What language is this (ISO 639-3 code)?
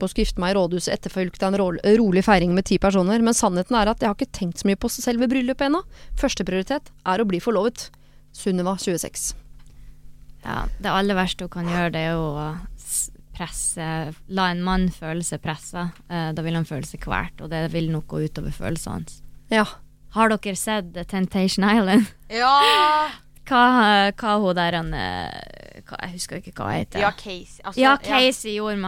nor